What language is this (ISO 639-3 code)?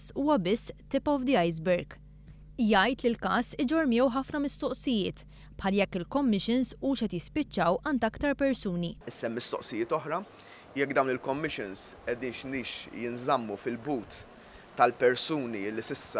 mlt